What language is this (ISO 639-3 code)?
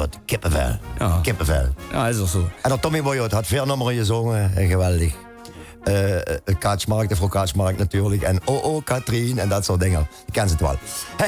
lim